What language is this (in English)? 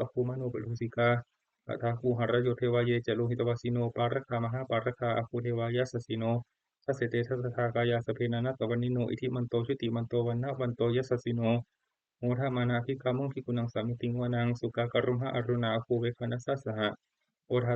Pali